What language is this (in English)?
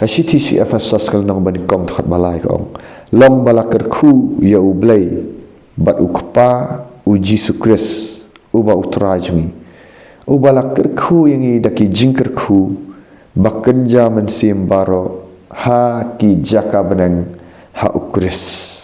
Khasi